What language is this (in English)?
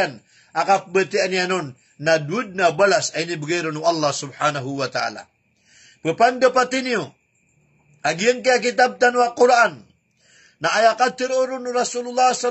Maranao